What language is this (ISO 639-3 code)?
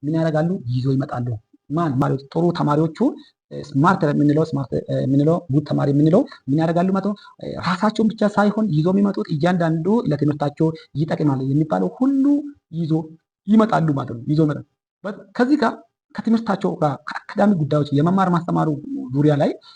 amh